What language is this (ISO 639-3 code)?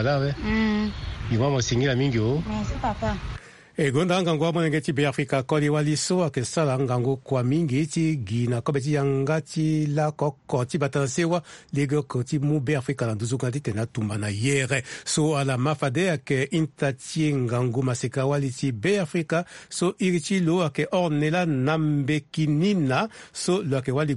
sag